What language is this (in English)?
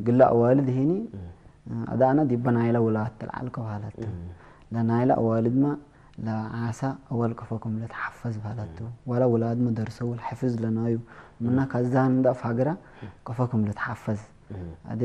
Tigre